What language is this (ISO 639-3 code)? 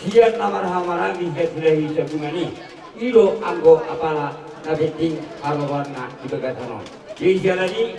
bbc